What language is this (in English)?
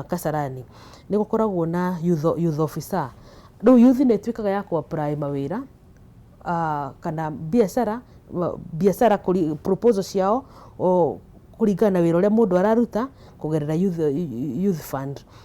Kikuyu